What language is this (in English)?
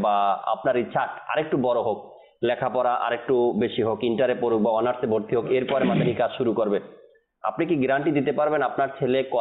Bangla